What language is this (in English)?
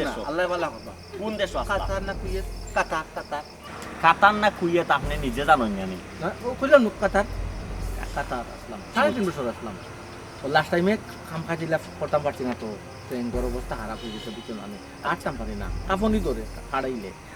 Sylheti